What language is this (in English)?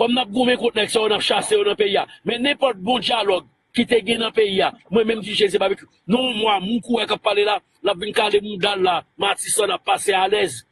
Haitian Creole